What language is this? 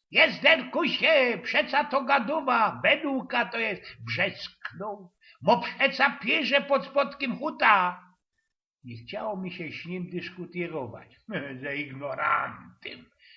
Silesian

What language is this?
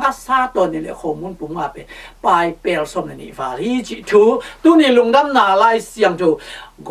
Tedim Chin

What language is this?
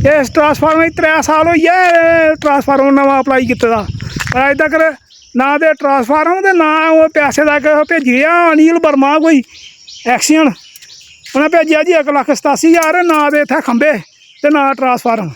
Dogri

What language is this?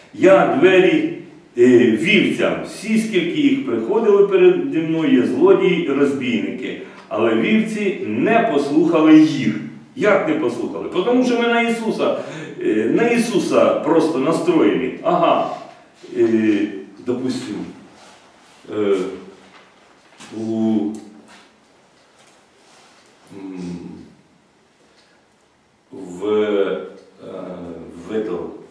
Ukrainian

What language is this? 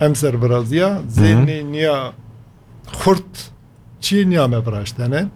Kurdish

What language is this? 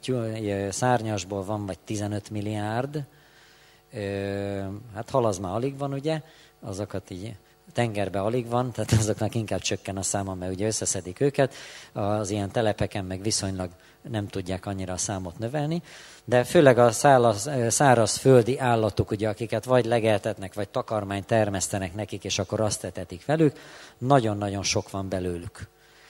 Hungarian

